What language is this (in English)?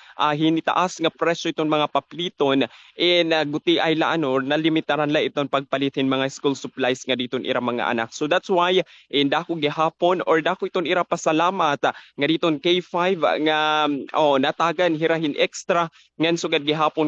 Waray